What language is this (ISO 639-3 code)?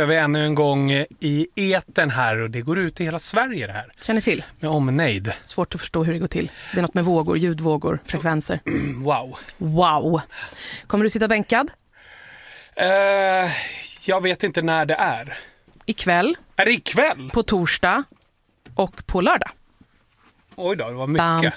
swe